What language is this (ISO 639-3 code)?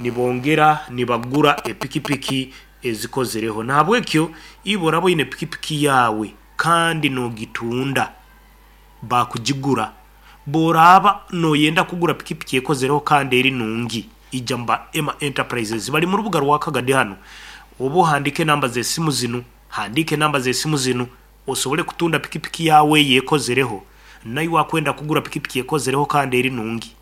nyn